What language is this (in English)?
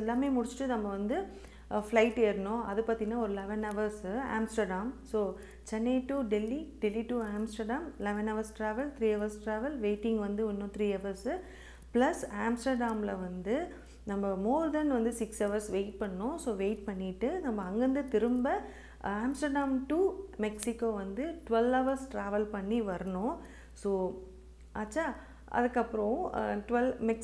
Tamil